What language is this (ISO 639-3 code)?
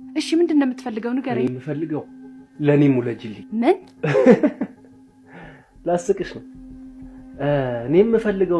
amh